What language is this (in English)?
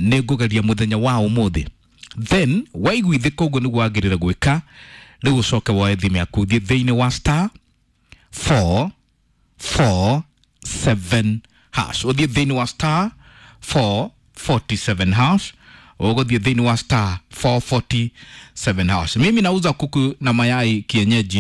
Kikuyu